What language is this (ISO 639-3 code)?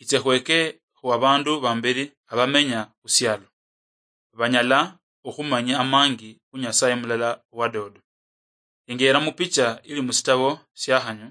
luy